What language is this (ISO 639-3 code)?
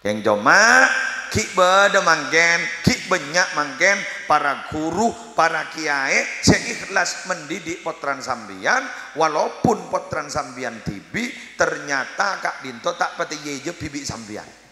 mad